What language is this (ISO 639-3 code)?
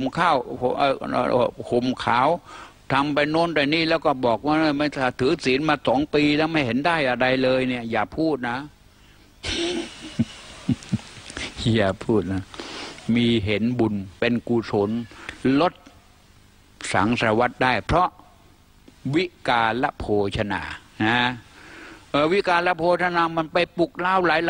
tha